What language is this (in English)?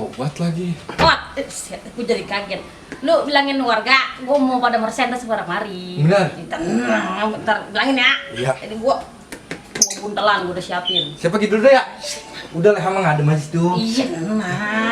Betawi